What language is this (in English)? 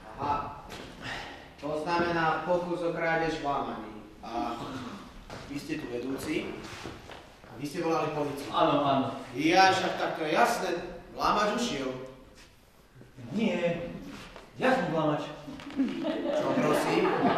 Slovak